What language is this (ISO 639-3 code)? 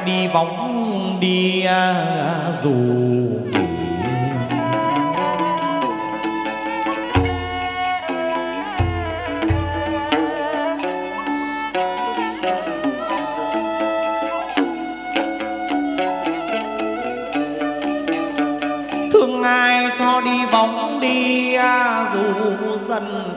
vie